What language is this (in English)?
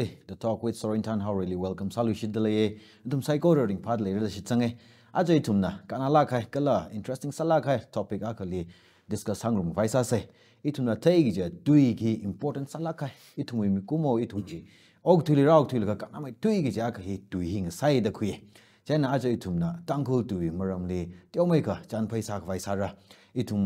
Tangkhul Naga (India)